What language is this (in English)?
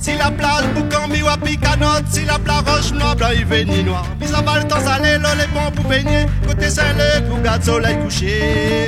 Réunion Creole French